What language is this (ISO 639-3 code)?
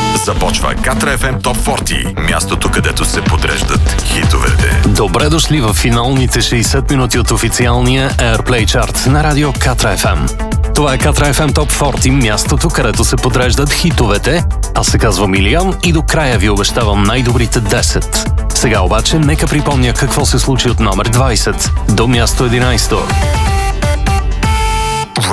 bul